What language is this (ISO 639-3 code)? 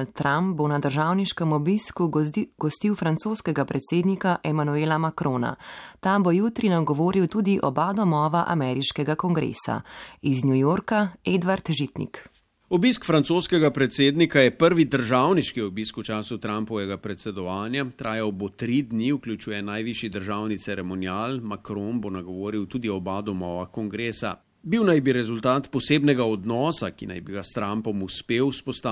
slv